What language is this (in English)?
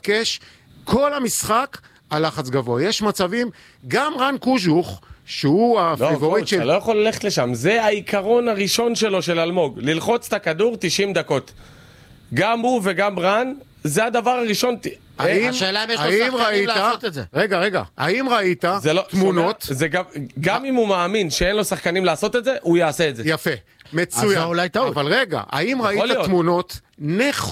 Hebrew